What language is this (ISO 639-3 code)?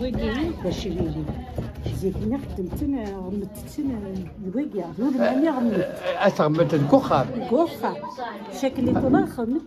kab